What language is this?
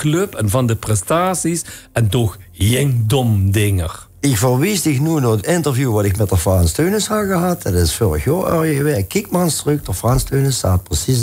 Limburgish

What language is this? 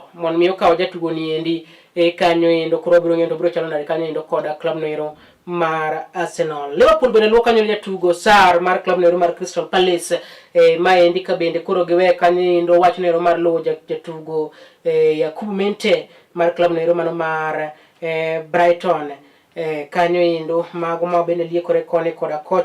Luo (Kenya and Tanzania)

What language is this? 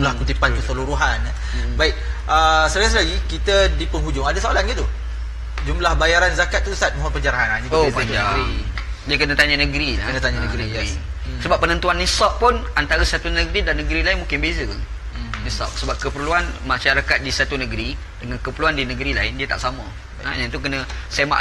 Malay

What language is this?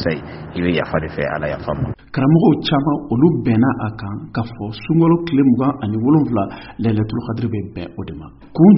Bambara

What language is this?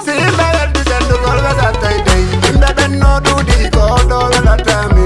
Fula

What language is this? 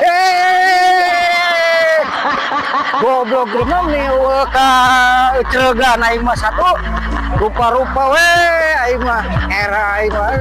Sundanese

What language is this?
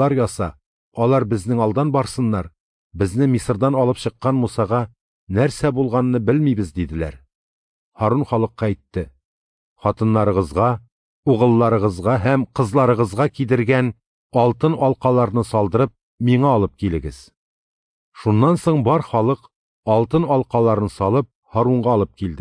Tatar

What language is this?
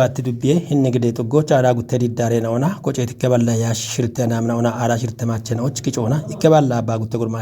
Kafa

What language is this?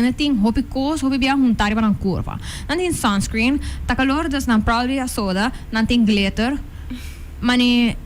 Papiamento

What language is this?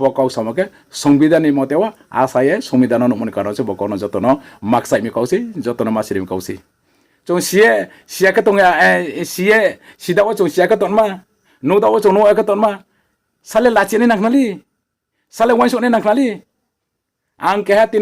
Riang (India)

